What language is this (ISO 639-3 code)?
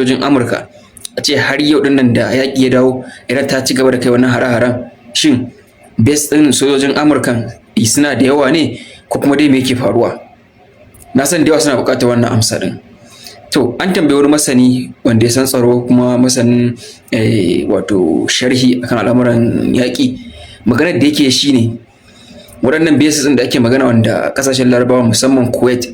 hau